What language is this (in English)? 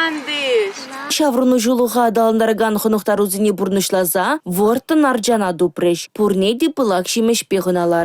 Chuvash